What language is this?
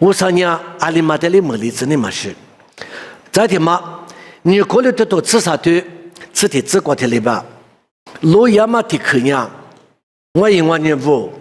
Lisu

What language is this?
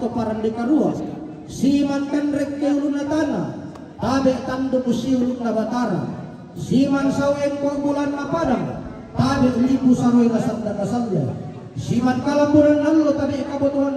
Toraja-Sa'dan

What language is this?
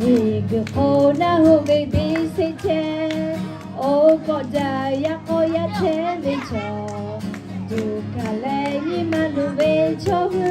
Lahu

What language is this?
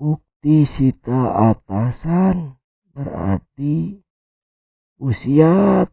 Sundanese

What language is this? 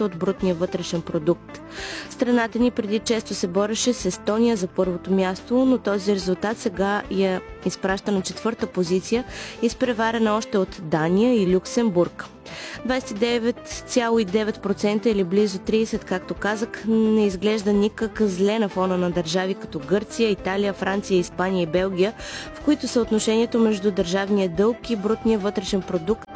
Bulgarian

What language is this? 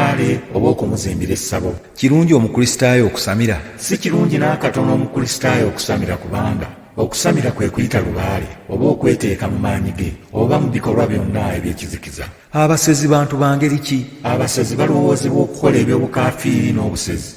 Ganda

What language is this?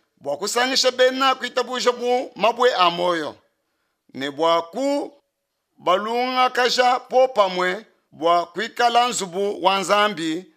Luba-Lulua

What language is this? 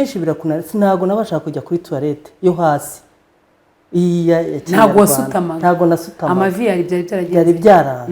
Kinyarwanda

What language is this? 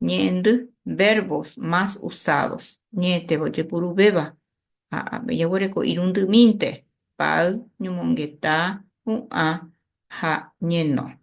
Guarani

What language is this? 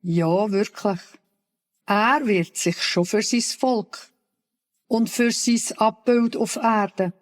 Swiss German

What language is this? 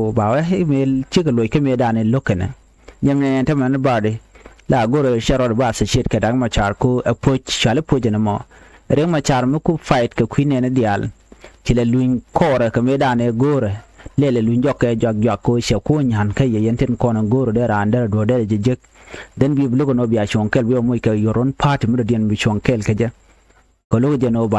Nuer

